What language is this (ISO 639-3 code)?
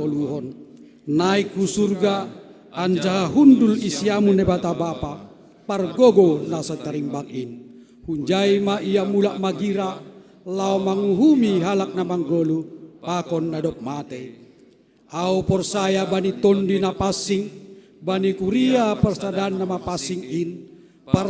bts